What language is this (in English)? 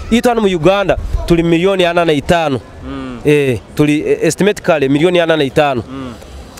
Nyoro